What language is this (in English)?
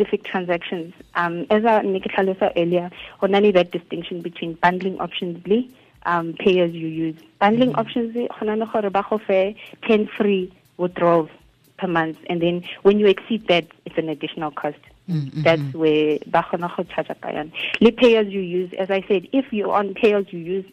Tswana